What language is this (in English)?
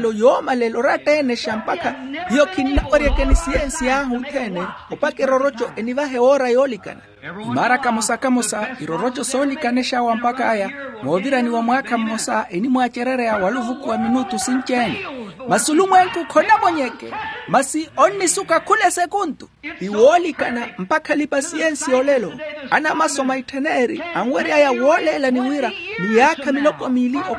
Makhuwa